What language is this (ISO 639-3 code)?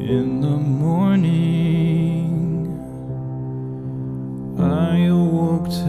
eng